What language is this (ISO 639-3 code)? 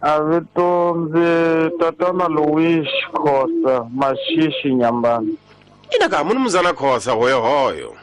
tso